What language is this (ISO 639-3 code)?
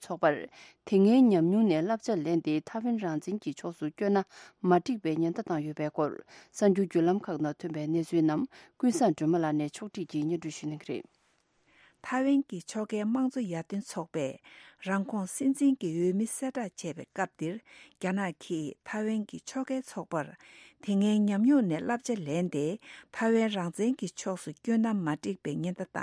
bod